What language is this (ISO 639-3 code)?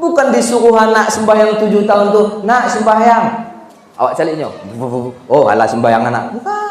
min